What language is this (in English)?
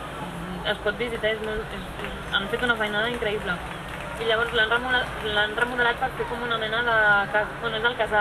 Catalan